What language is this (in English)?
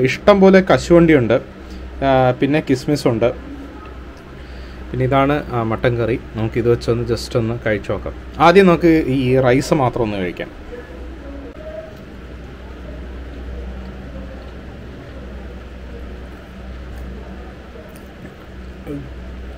Malayalam